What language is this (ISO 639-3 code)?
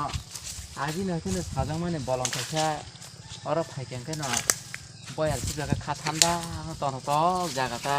trp